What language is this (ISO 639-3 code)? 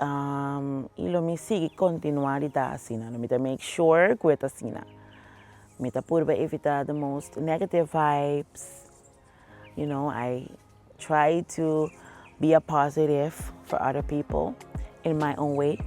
pap